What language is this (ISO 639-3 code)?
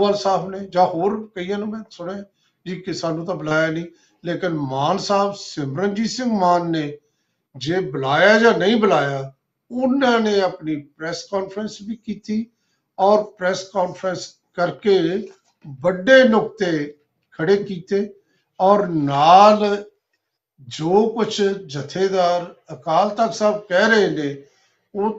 pan